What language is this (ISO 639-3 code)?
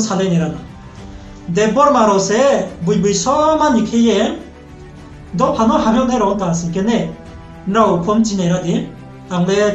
ria